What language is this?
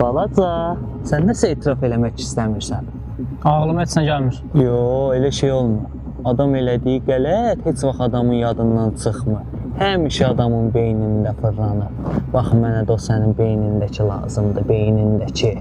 Azerbaijani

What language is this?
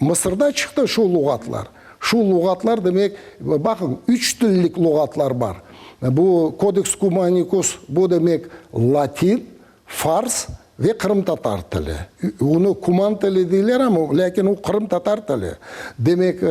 Crimean Tatar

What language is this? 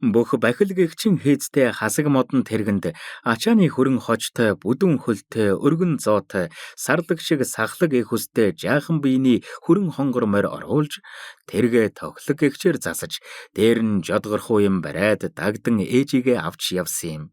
Mongolian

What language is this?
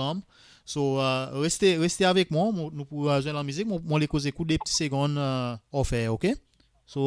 Seselwa Creole French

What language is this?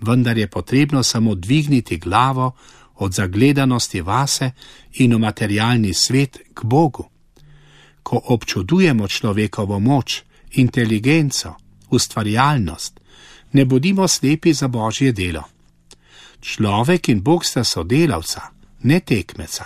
Slovenian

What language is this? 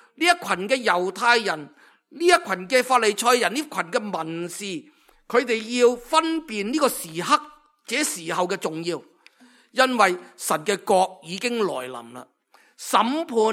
Cantonese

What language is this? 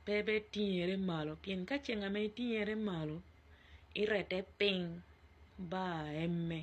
Acoli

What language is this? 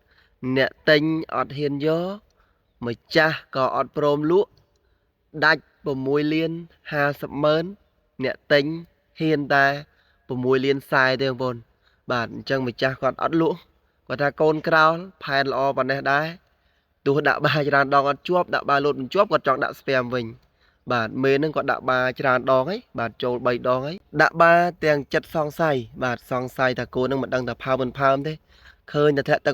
Khmer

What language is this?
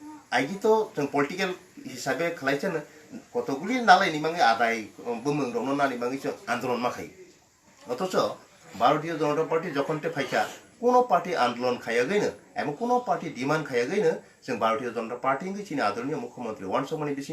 Kok Borok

